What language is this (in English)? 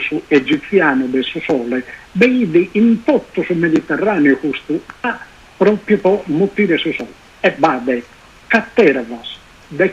Sardinian